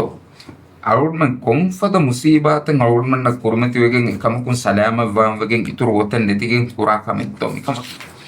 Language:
Divehi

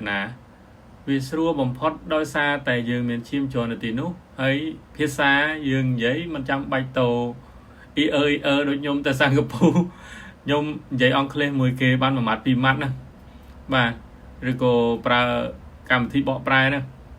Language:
Khmer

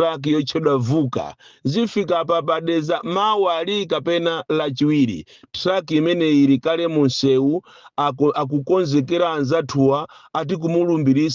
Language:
Nyanja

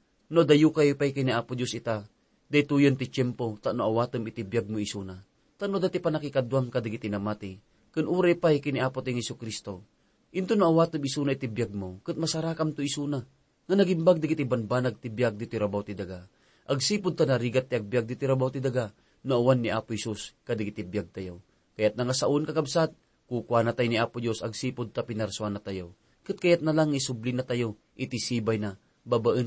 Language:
Iloko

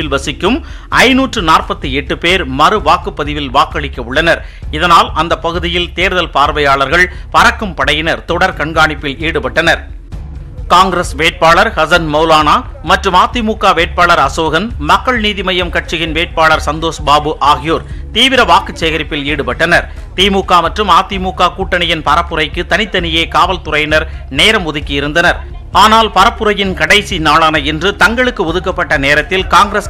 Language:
Tamil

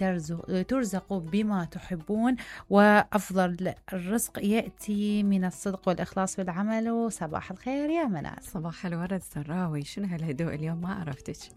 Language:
Mesopotamian Arabic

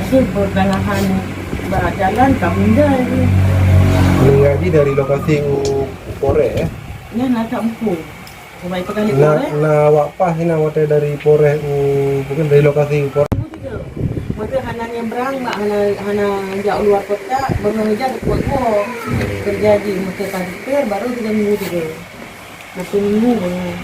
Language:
Achinese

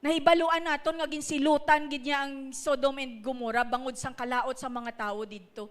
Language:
Hiligaynon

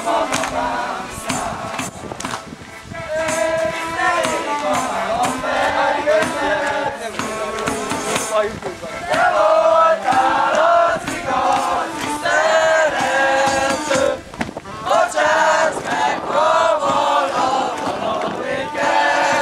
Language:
Hungarian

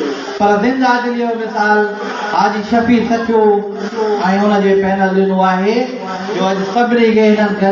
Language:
Sindhi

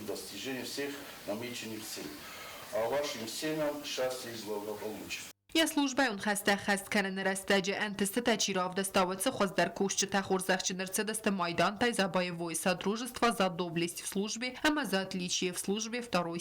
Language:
Ossetic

